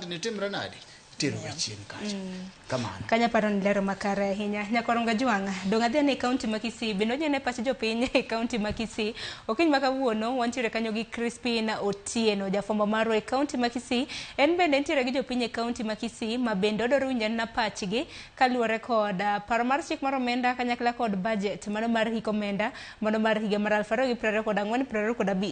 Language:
Luo (Kenya and Tanzania)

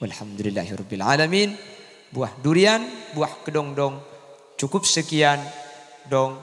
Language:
Madurese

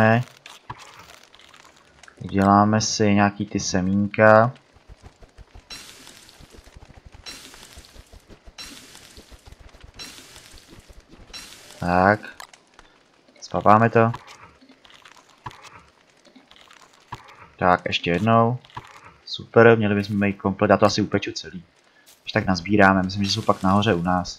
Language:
Czech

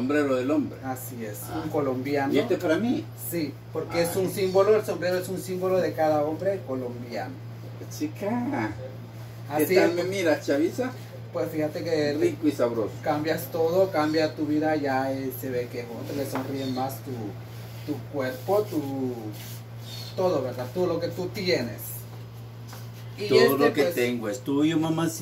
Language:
Spanish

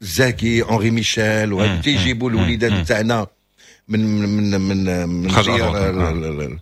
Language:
Moroccan Arabic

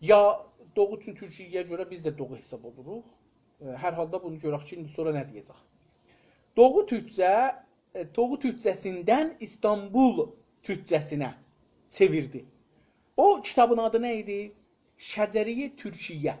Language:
South Azerbaijani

